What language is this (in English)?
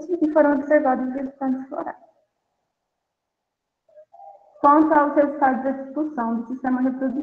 Portuguese